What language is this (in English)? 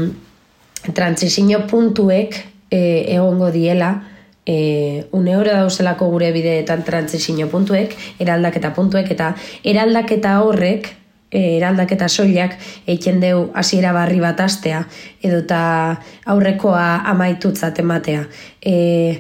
Basque